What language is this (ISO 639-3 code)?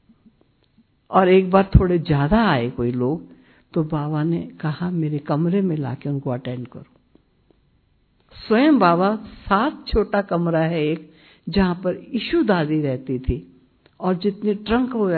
hin